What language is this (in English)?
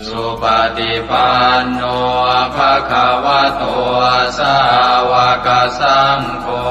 Pali